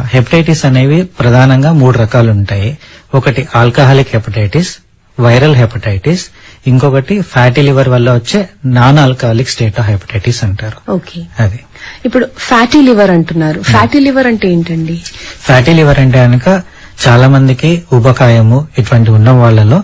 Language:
Telugu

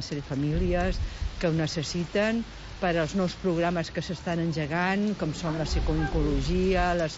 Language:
Catalan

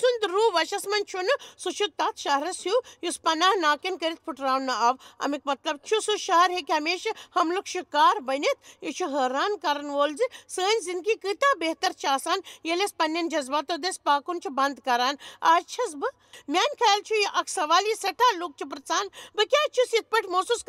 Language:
Kashmiri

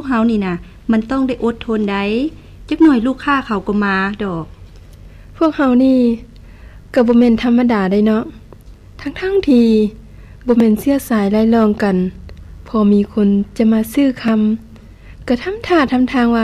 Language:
Lao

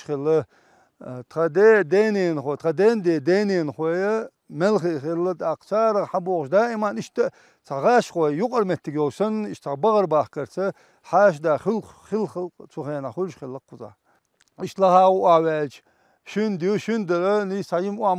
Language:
Chechen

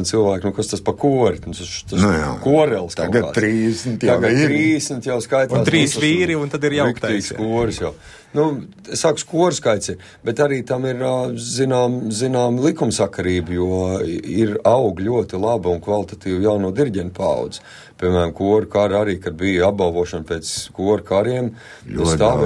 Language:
Latvian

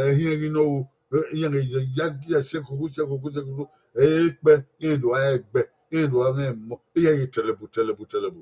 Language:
Bini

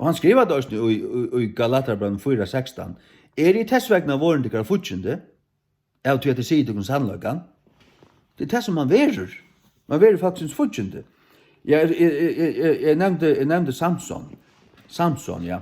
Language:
Faroese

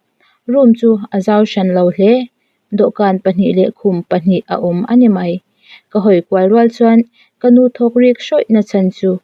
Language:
Mizo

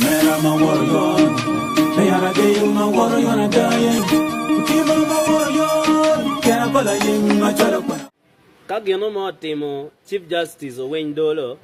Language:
Acoli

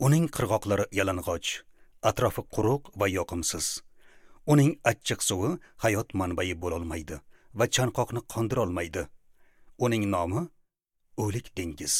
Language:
Uzbek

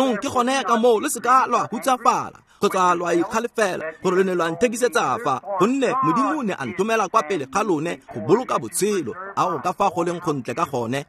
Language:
Tswana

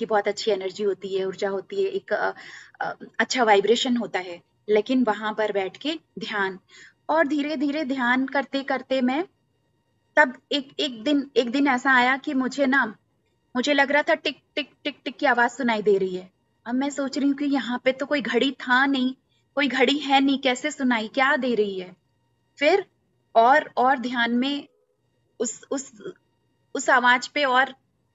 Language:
Hindi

